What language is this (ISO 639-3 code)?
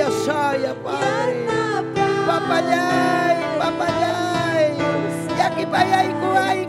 quy